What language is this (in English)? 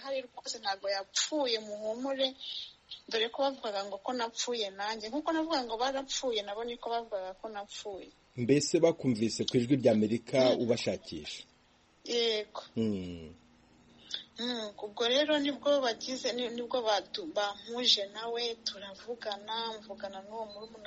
Kinyarwanda